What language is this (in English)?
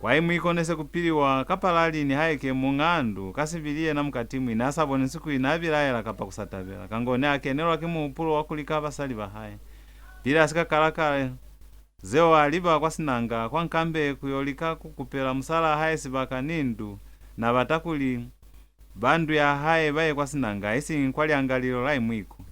Lozi